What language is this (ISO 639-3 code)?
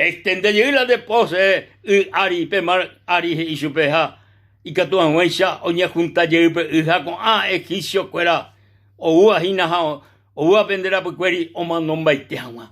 grn